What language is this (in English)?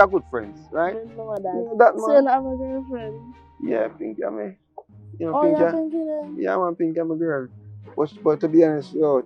Jamaican Creole English